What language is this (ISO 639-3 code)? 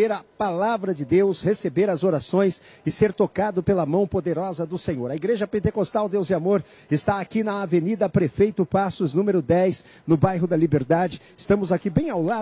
por